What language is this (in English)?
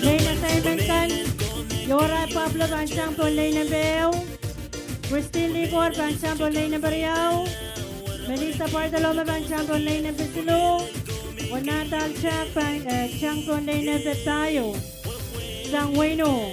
Pohnpeian